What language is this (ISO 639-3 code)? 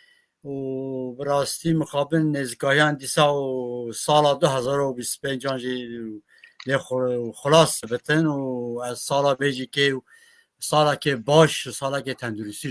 kur